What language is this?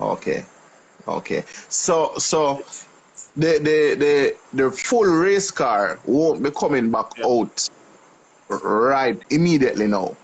Jamaican Creole English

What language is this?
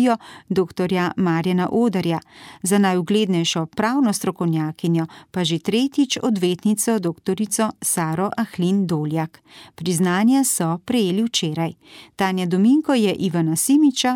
Slovenian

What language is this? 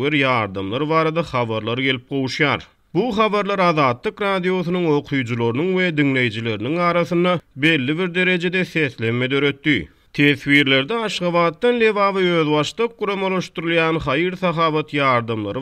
Turkmen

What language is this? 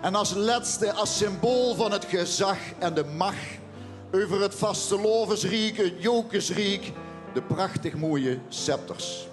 Limburgish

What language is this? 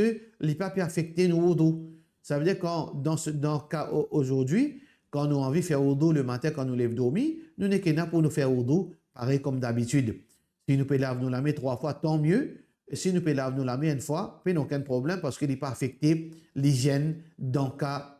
Morisyen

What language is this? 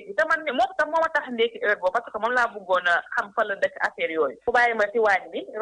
Wolof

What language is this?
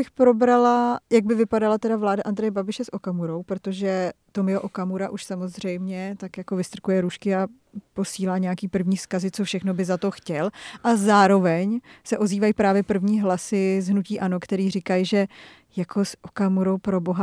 Czech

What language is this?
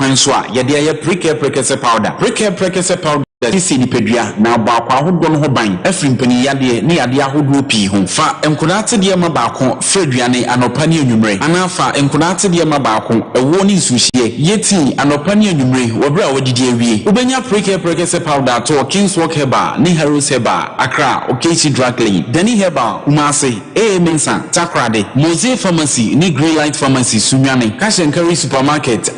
Akan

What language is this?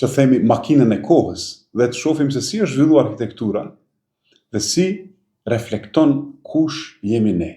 Albanian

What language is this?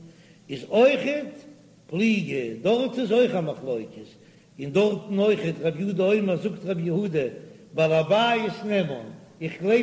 Yiddish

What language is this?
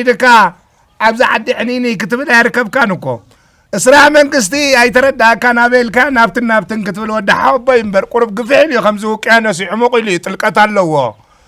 Tigrinya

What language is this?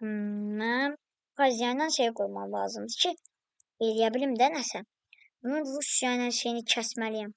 Azerbaijani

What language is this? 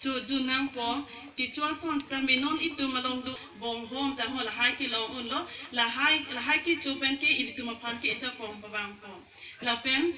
Karbi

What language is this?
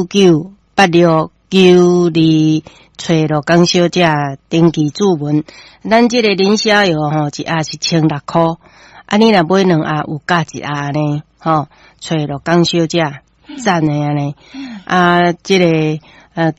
Min Nan Chinese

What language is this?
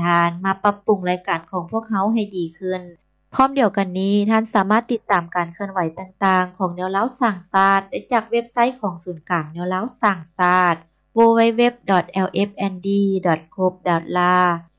Lao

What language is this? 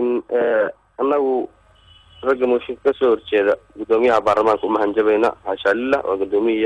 Somali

